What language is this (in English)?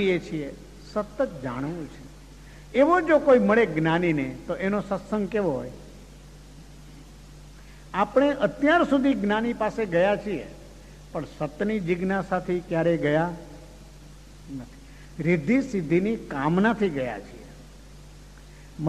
Gujarati